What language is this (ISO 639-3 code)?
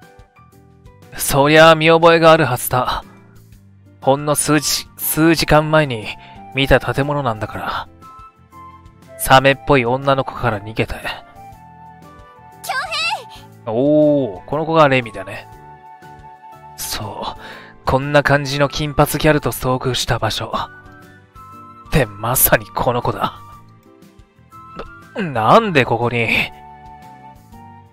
jpn